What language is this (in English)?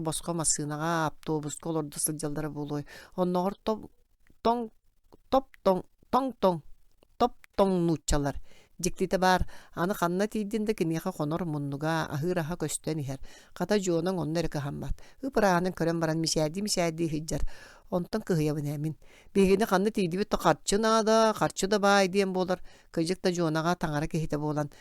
Yakut